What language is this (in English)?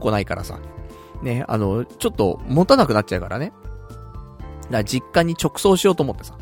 Japanese